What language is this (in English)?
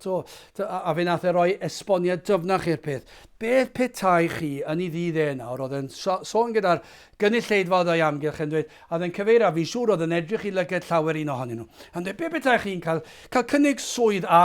Welsh